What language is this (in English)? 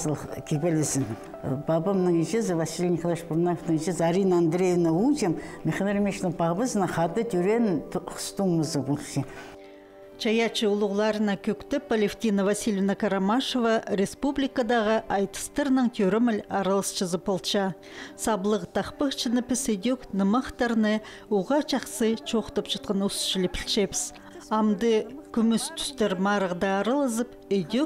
Khakas